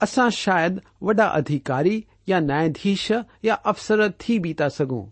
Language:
Sindhi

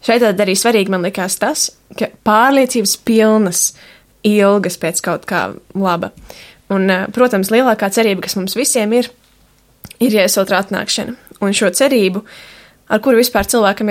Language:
Latvian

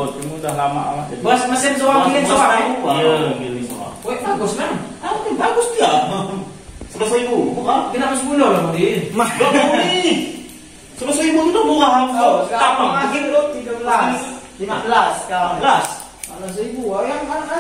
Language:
Malay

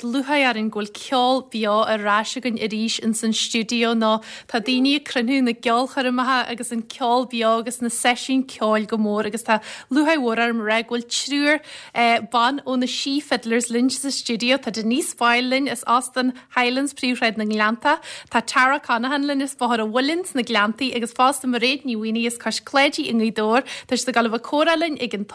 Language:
Irish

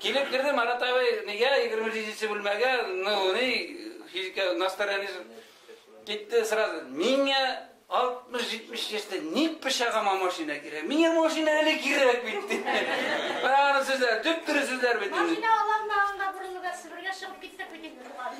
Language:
Tatar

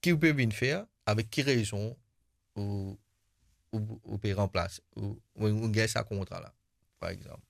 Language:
Morisyen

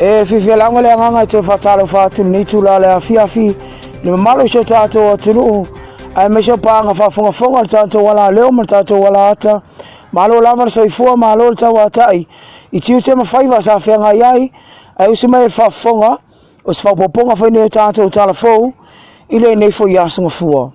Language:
Samoan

